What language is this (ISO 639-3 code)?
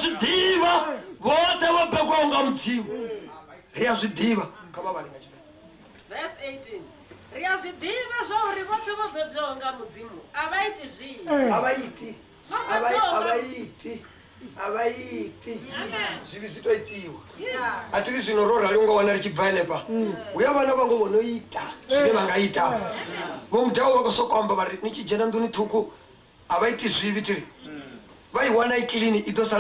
ven